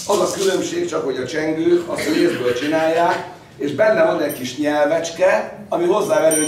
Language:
Hungarian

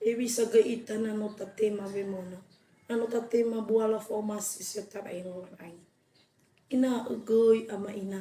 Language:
Nias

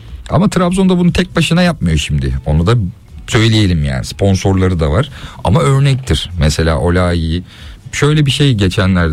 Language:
Turkish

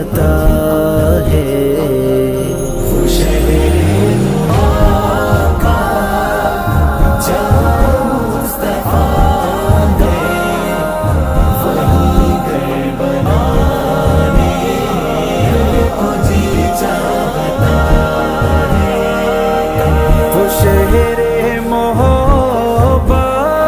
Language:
Urdu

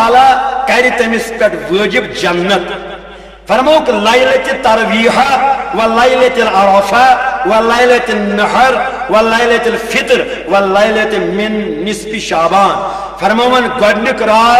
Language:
Kashmiri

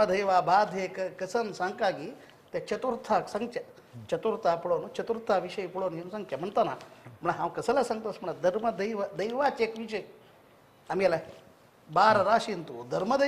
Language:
Konkani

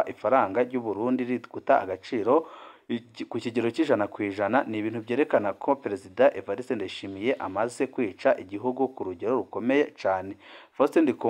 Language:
Rundi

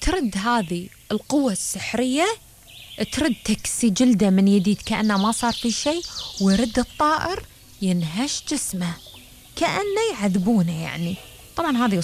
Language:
Gulf Arabic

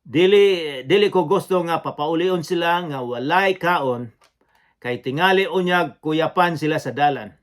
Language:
Cebuano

